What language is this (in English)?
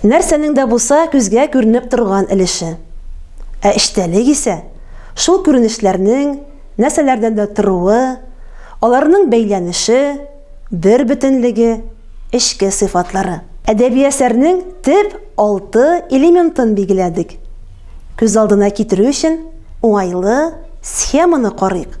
Tatar